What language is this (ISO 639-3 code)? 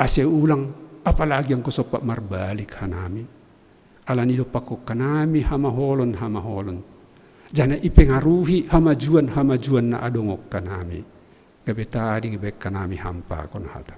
bts